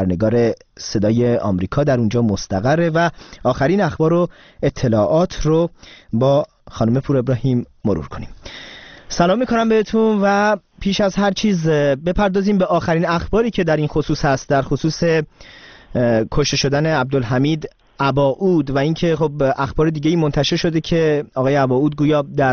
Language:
Persian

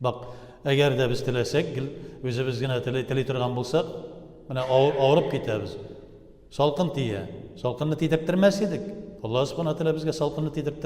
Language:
Tatar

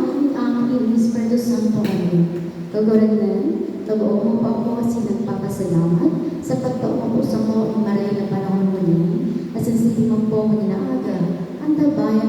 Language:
Bikol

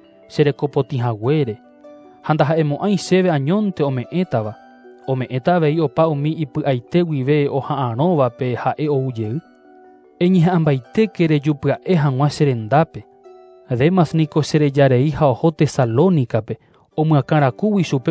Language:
Guarani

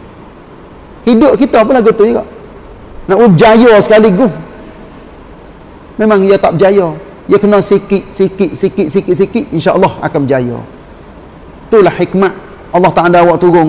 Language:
Malay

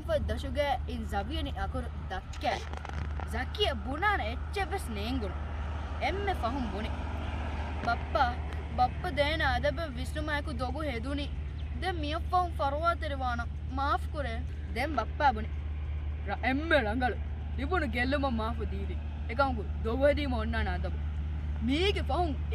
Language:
Divehi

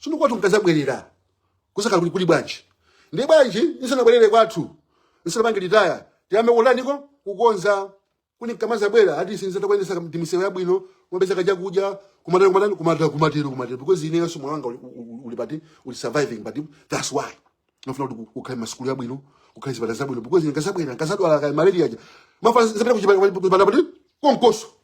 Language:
Nyanja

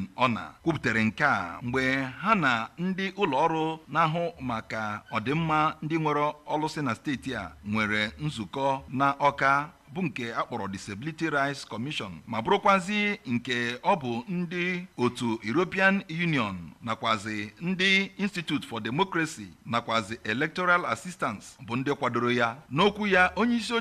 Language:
Igbo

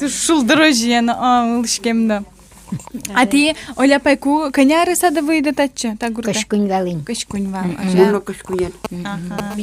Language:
Udmurt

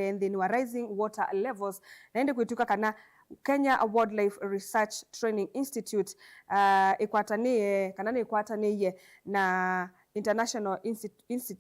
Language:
Kamba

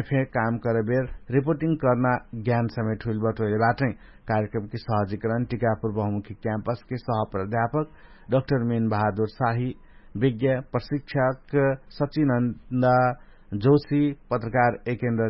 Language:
Dangaura Tharu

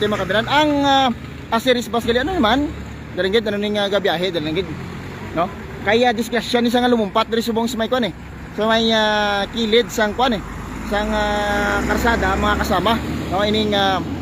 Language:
Hiligaynon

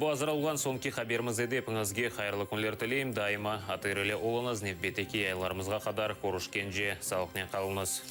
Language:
Crimean Tatar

